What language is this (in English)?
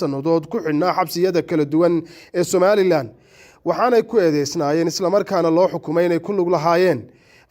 Somali